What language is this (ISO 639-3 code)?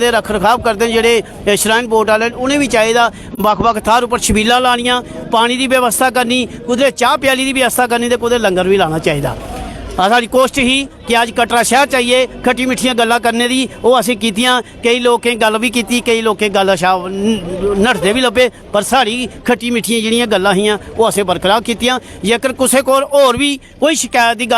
doi